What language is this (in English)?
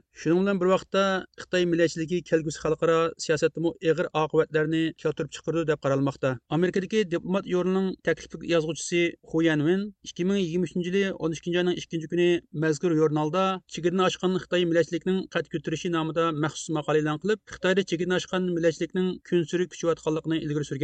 Uyghur